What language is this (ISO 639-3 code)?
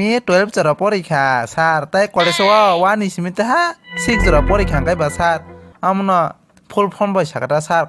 trp